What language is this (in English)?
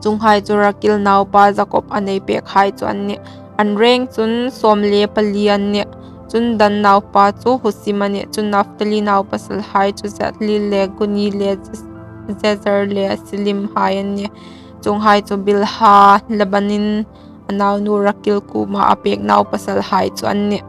Hmar